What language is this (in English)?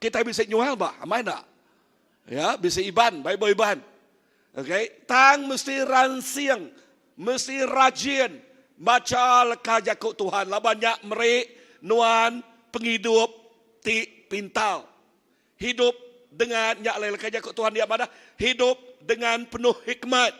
Iban